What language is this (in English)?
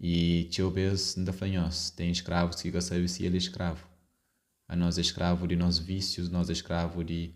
Kabuverdianu